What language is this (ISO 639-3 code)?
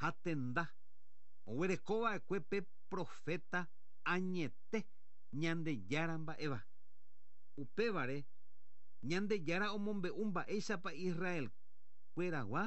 grn